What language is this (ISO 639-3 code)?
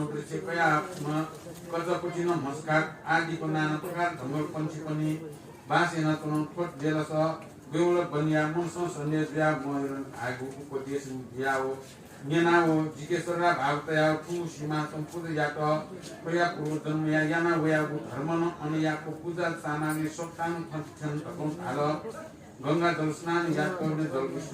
new